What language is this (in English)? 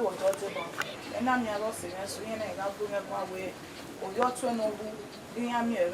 Bini